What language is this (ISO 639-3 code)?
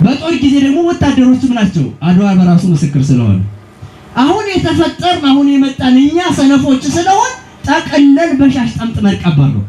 amh